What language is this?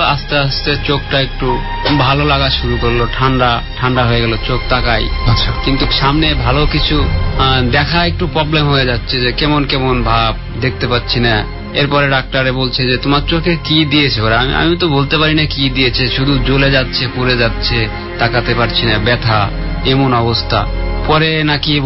Bangla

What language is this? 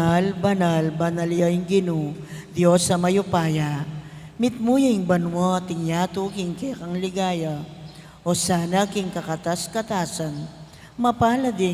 Pampanga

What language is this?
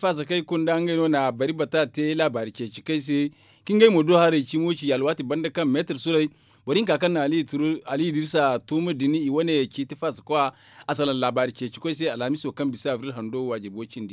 Zarma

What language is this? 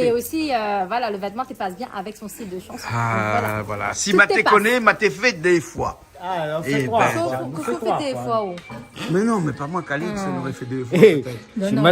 Réunion Creole French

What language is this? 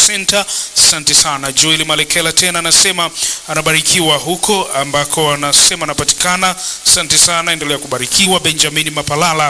Swahili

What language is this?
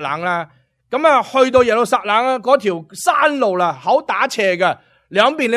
Cantonese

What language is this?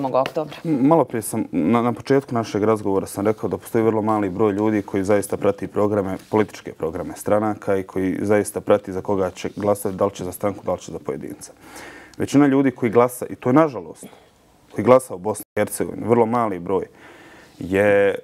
Bosnian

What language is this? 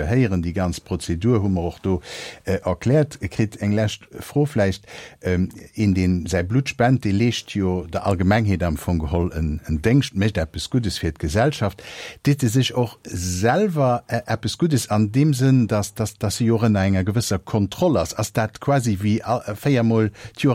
Luxembourgish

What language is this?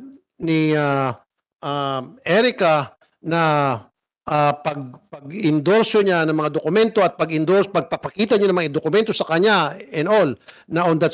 Filipino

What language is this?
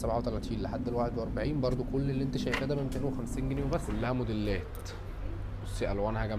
Egyptian Arabic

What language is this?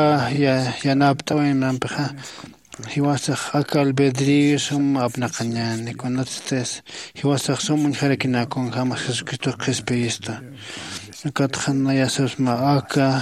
Aymara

